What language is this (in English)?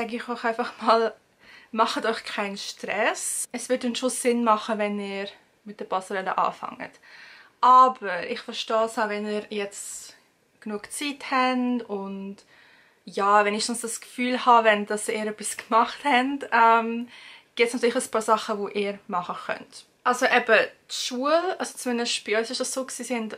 Swiss German